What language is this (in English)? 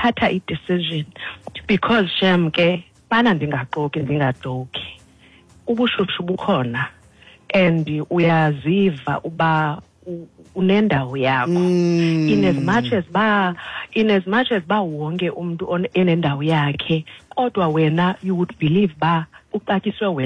Xhosa